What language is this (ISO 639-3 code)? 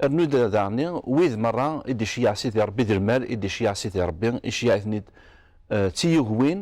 kab